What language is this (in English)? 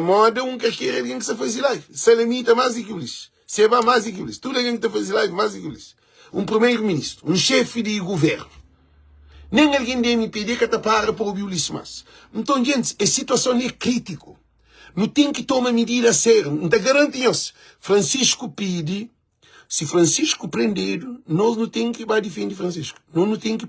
Kabuverdianu